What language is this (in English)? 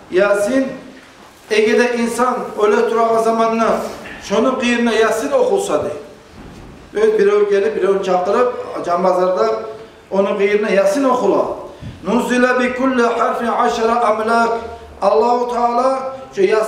Kumyk